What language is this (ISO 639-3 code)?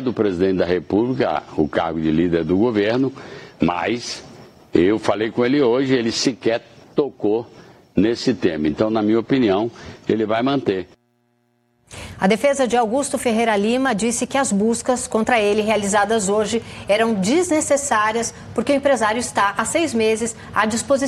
por